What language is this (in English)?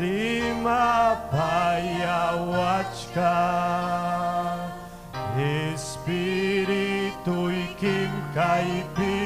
Ayacucho Quechua